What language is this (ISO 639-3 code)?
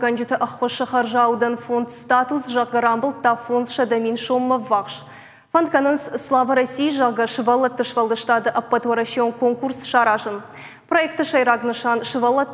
oss